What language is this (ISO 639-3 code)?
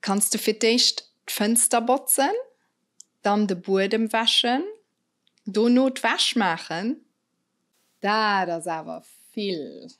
ltz